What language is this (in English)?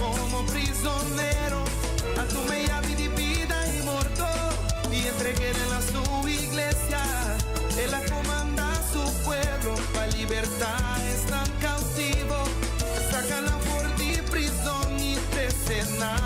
Papiamento